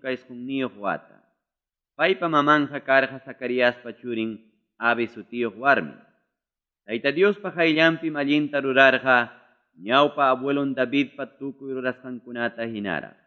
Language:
Ayacucho Quechua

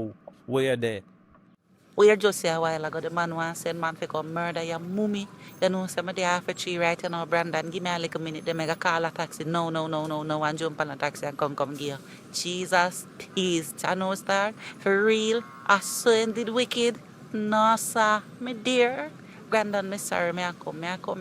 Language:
Jamaican Creole English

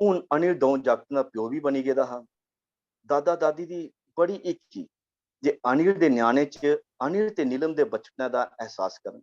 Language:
Dogri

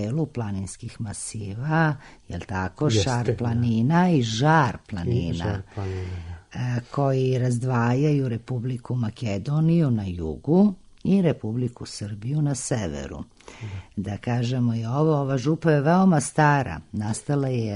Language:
Serbian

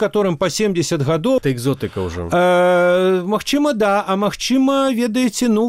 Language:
Belarusian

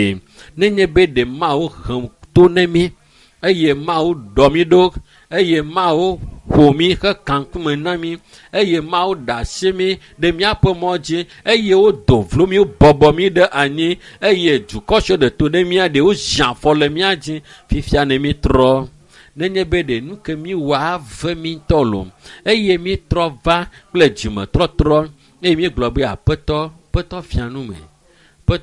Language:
Ewe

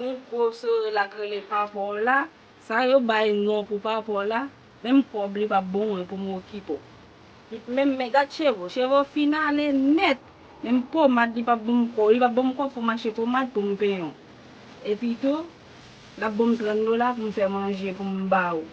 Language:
Haitian Creole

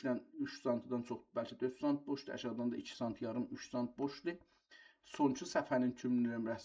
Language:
South Azerbaijani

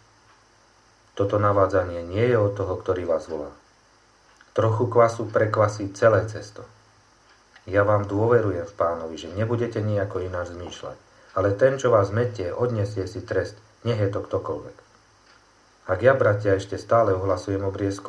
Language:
Slovak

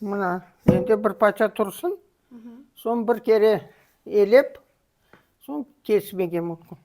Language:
Crimean Tatar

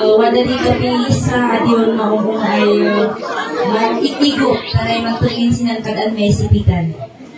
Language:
Kankanaey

